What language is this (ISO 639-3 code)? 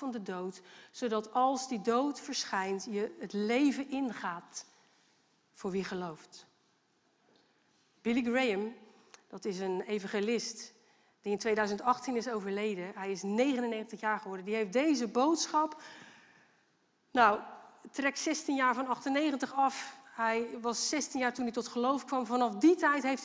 nld